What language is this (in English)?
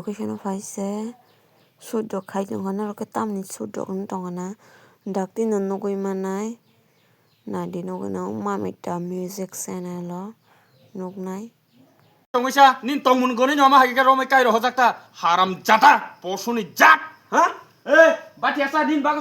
Kok Borok